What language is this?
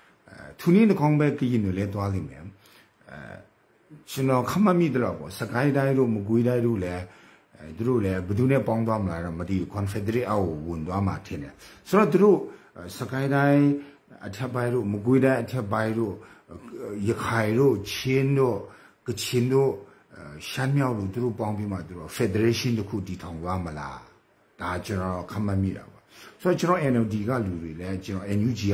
Burmese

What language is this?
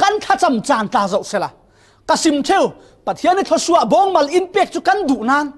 Falam Chin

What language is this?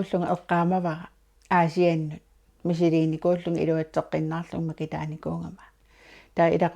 Kalaallisut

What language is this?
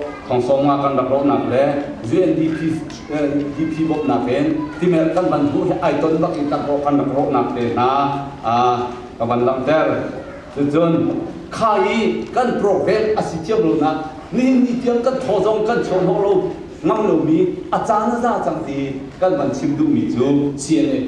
Hakha Chin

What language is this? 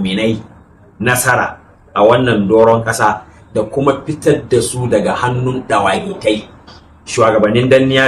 Hausa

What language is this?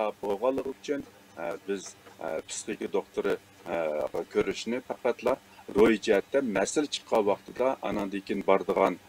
Uyghur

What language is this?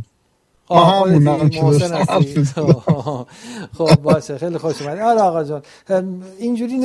Persian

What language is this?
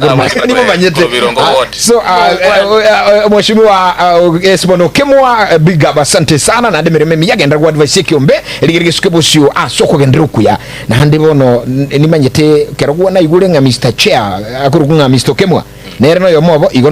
Gusii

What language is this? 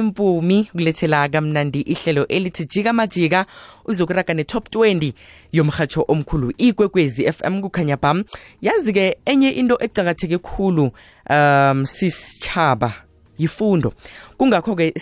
South Ndebele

